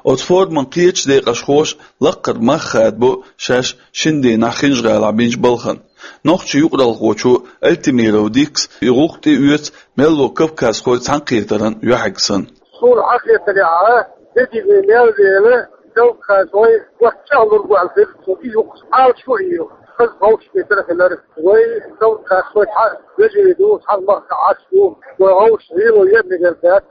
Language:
Chechen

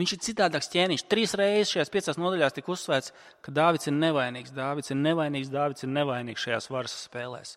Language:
Latvian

